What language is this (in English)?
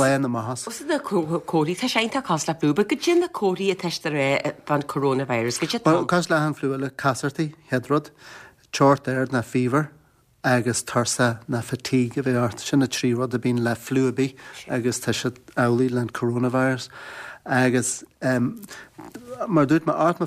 Irish